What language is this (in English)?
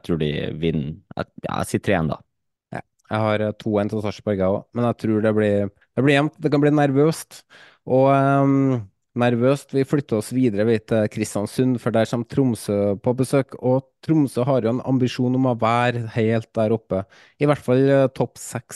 Norwegian